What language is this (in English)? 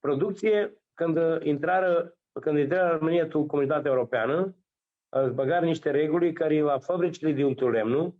Aromanian